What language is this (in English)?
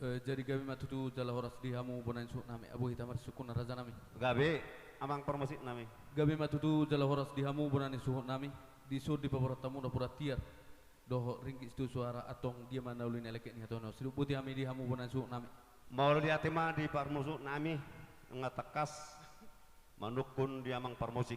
Batak Toba